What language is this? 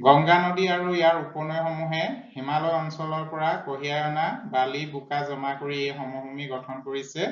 Assamese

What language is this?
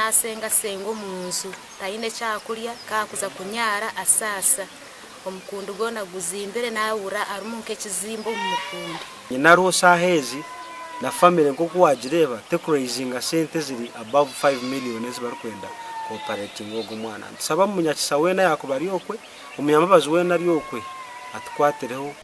Nyankole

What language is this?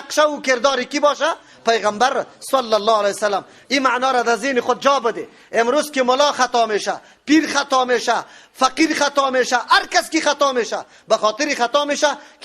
Persian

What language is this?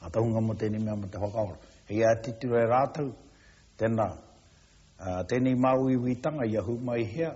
Māori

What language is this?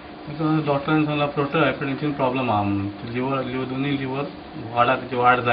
Konkani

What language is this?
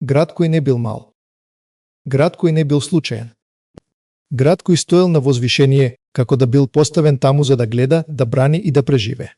Macedonian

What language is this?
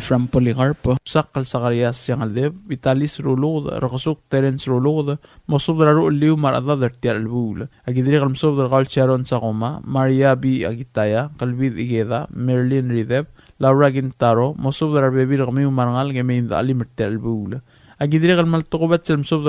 Palauan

